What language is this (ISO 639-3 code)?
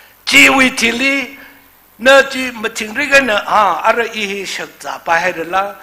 nmf